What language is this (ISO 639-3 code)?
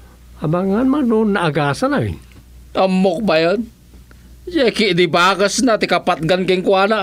ilo